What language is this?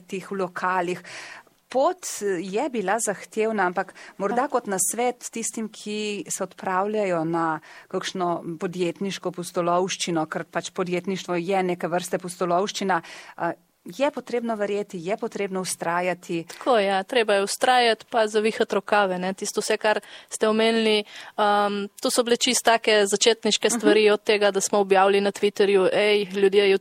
Slovenian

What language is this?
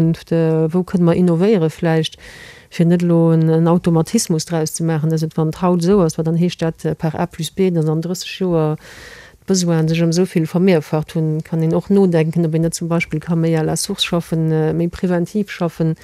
Luxembourgish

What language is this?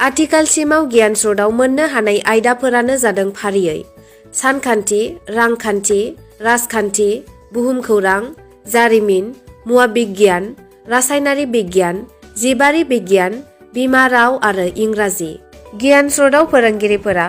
Bodo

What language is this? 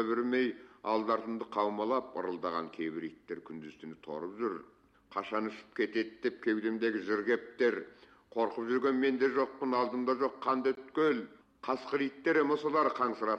Kazakh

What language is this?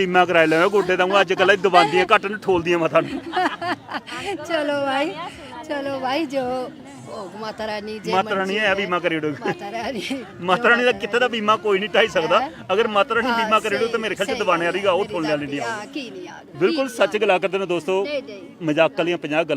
Dogri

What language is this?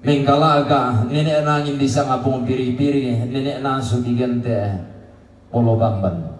Toraja-Sa'dan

